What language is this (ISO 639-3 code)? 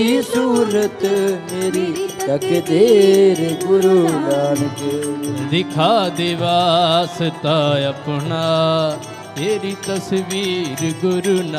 pan